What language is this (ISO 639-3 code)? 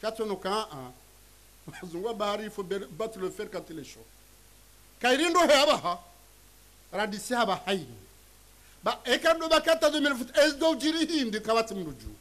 zdj